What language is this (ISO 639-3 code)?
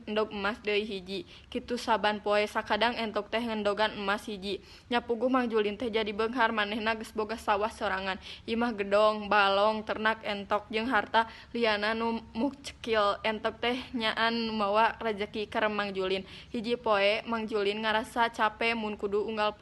sun